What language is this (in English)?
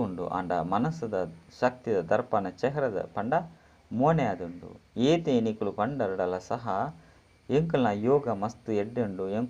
Tulu